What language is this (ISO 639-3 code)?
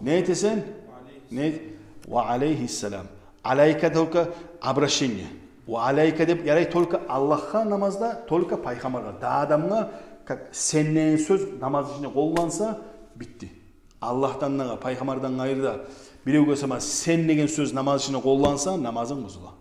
kum